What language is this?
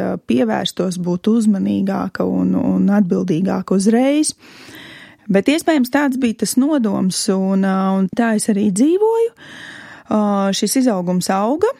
Latvian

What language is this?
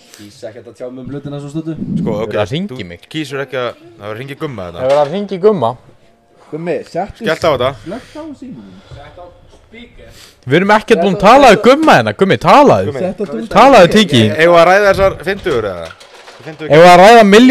Icelandic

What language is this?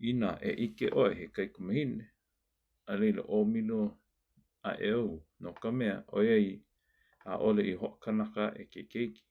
Hawaiian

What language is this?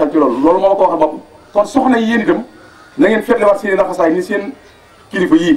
Wolof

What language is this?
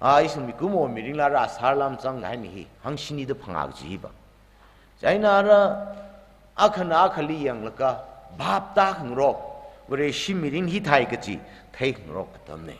Tangkhul Naga (India)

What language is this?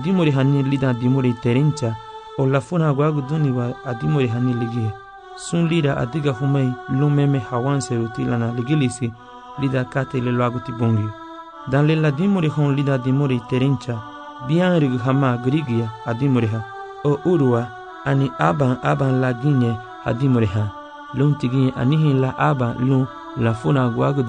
Garifuna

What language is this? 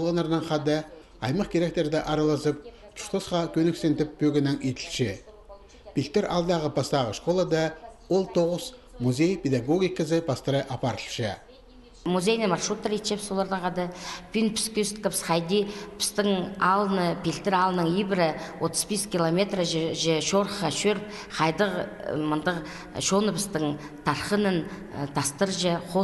Khakas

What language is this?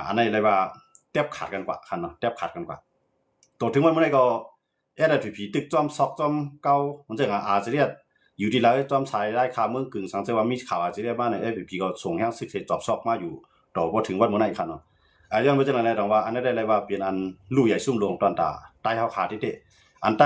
Shan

